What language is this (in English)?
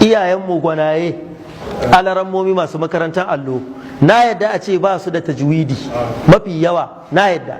Hausa